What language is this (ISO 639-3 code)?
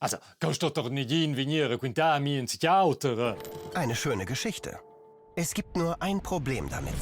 roh